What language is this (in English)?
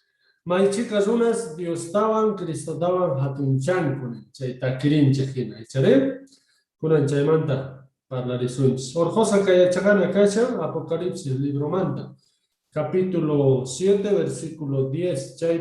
Quechua